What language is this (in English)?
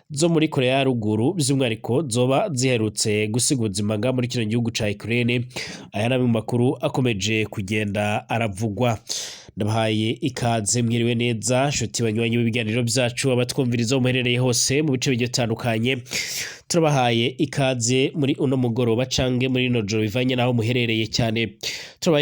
Rundi